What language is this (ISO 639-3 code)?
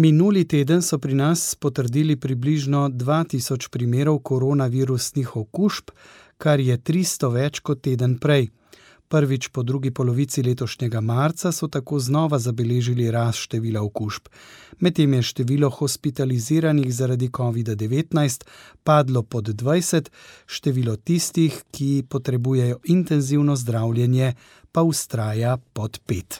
slv